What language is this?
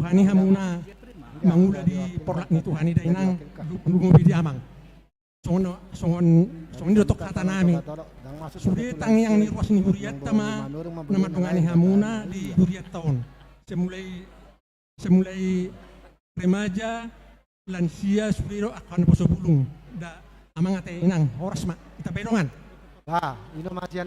Batak Toba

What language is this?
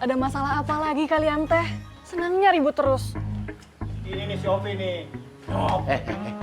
Betawi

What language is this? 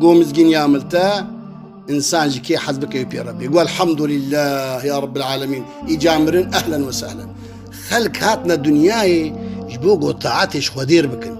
Kurdish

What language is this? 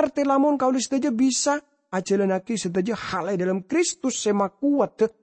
Madurese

